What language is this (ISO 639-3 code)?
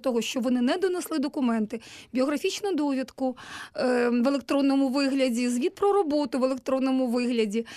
ukr